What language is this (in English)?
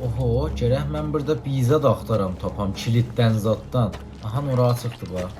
South Azerbaijani